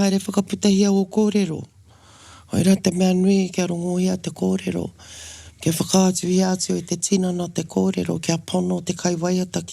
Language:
Māori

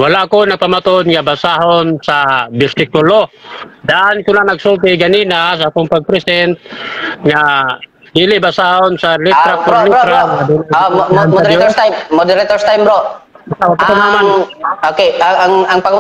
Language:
Cebuano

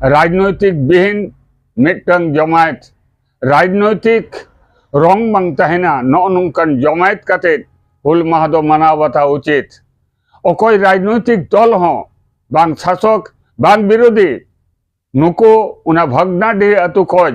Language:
Santali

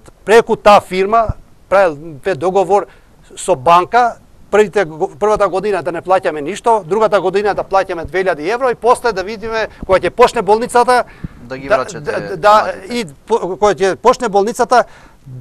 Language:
Macedonian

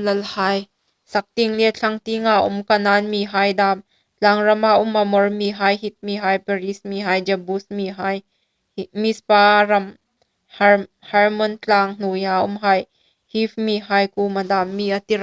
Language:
Hmar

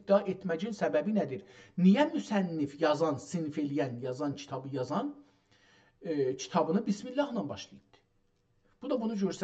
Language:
South Azerbaijani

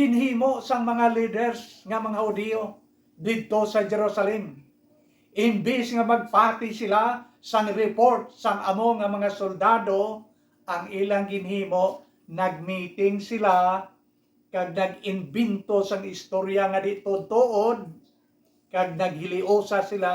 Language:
Hiligaynon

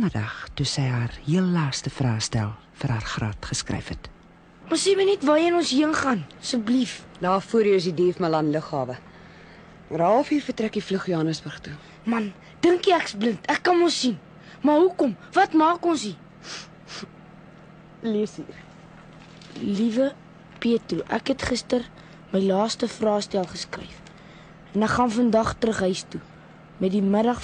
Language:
Afrikaans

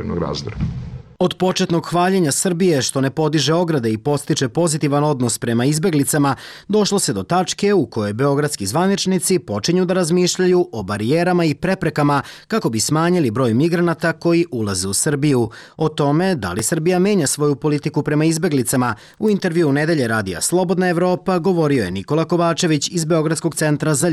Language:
Serbian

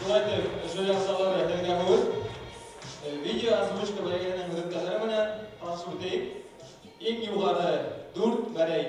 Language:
Bashkir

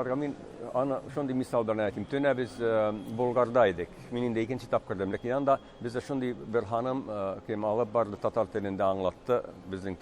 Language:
Tatar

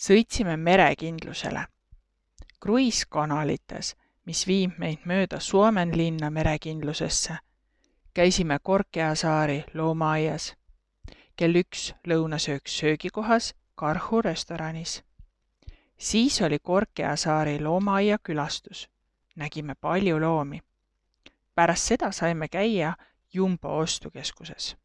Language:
Estonian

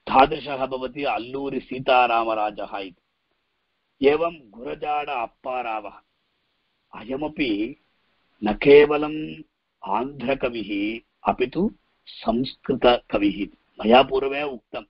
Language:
Sanskrit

